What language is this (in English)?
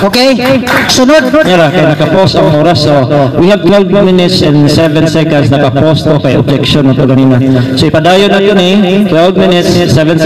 Cebuano